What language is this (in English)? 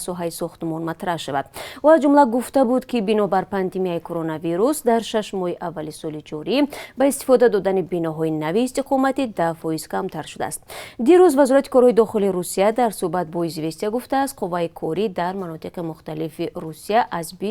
Tajik